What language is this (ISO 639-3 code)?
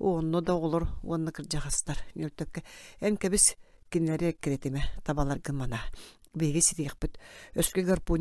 sah